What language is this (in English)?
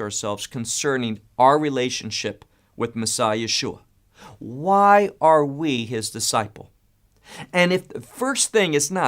English